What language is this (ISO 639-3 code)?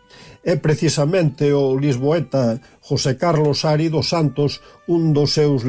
glg